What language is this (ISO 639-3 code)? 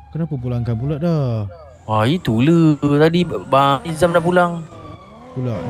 msa